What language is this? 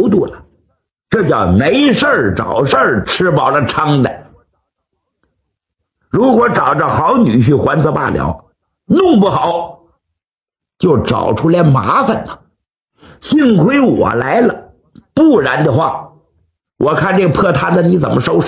Chinese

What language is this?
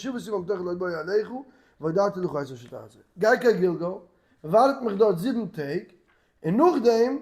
Yiddish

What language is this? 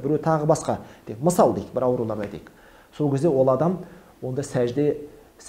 Kazakh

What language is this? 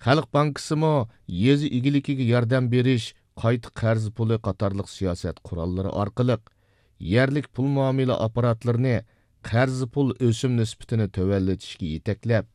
Uyghur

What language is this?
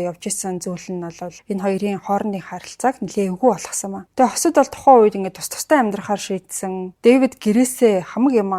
Mongolian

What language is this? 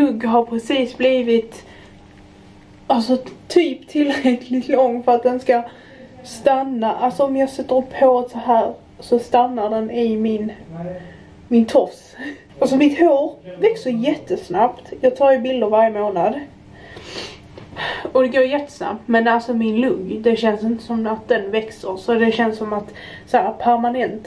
Swedish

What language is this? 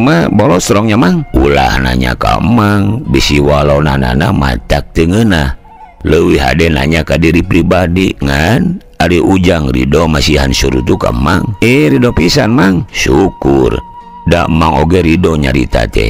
Sundanese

